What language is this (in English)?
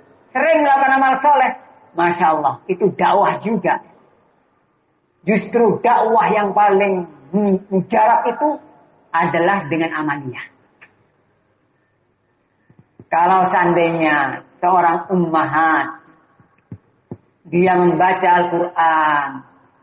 Indonesian